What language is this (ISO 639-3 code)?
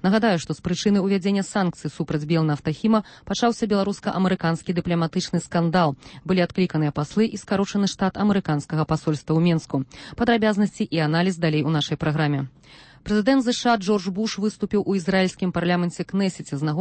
bel